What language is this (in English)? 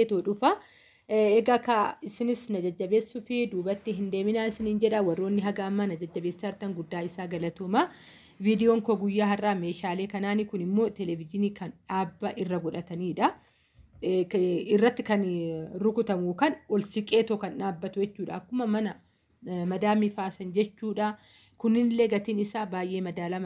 Oromo